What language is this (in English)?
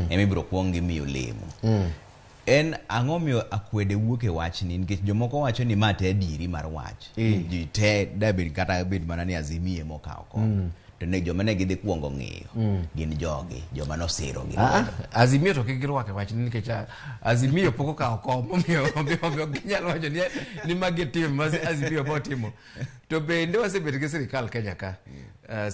Luo (Kenya and Tanzania)